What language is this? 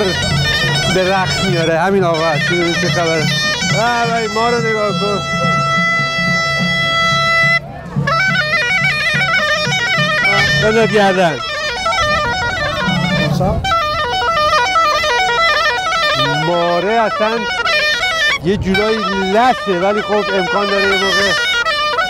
Persian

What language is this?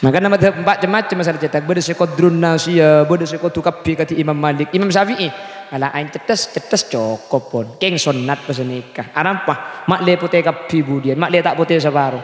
Madurese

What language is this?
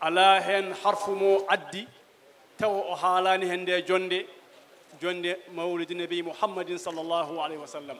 Fula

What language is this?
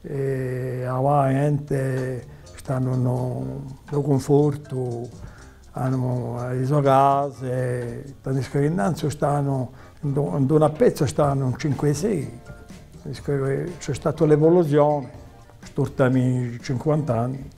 Corsican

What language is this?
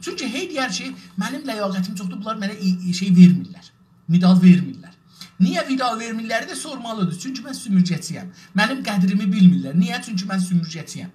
South Azerbaijani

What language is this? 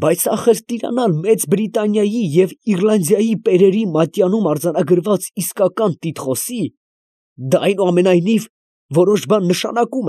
Armenian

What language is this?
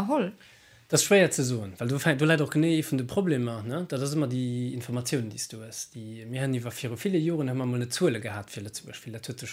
Luxembourgish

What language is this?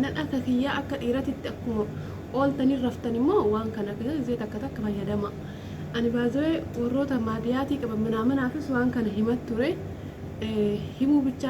Oromo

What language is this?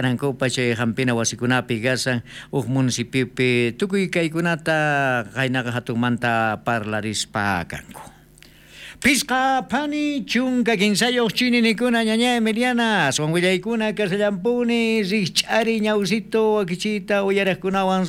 South Bolivian Quechua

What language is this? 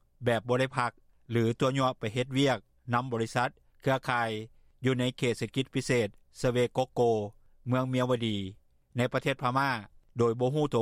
Lao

